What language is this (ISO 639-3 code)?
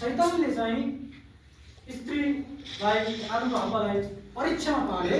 nep